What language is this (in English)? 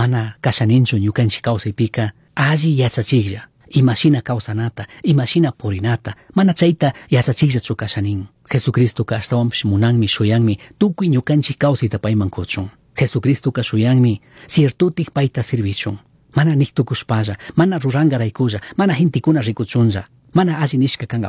Chimborazo Highland Quichua